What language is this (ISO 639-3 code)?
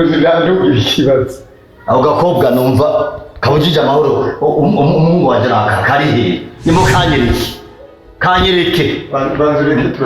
run